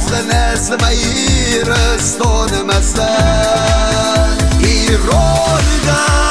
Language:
Ossetic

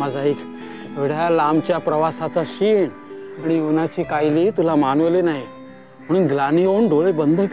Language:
Marathi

